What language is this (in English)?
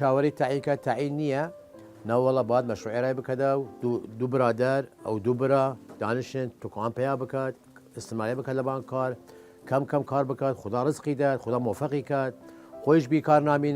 Southern Kurdish